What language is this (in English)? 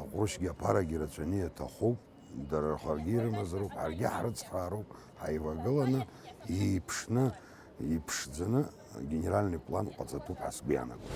Abkhazian